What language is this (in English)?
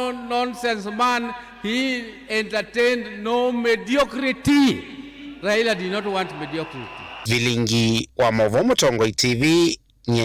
Kamba